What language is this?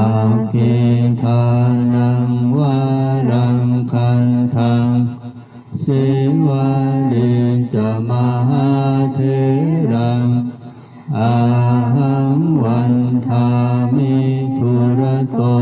Pali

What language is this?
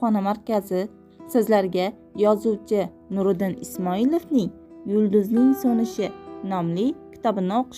Uzbek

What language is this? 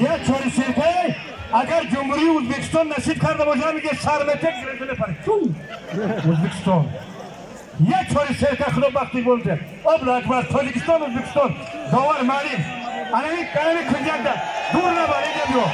Tajik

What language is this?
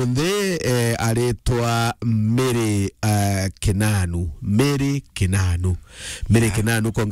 Meru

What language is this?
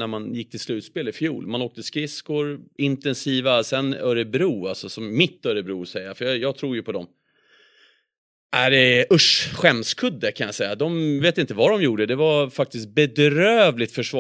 Swedish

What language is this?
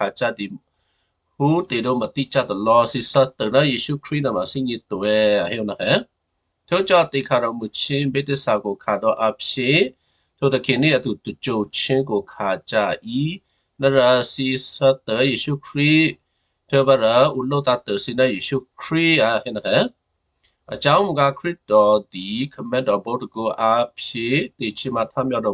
Western Kayah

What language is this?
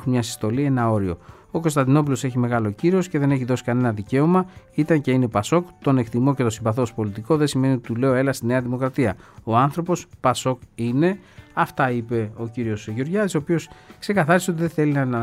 Greek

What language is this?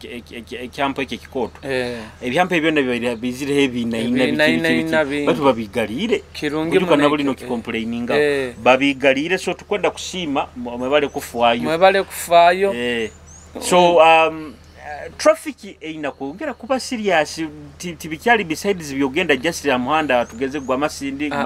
Nyoro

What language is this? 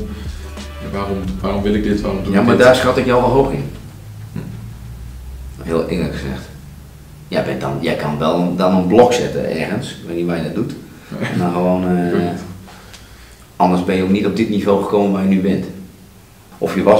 Dutch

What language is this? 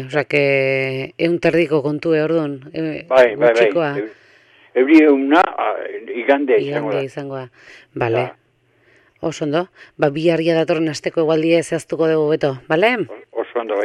Basque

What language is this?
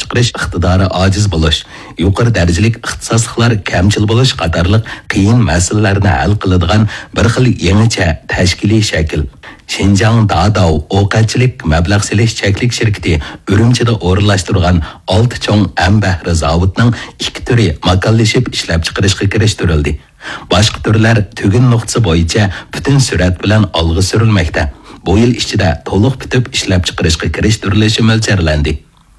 Uyghur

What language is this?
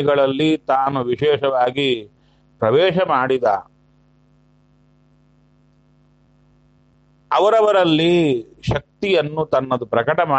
Kannada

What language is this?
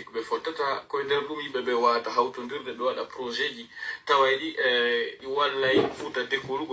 Pular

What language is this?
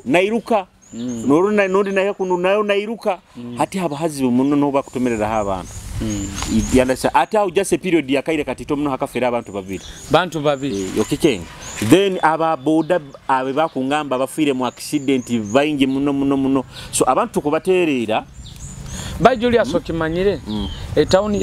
Nyoro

